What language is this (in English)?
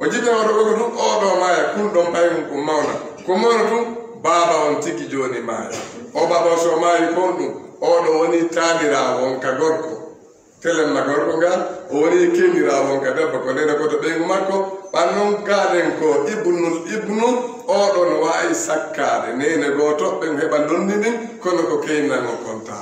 Fula